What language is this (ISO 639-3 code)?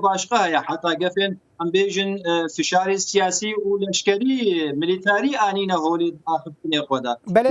kur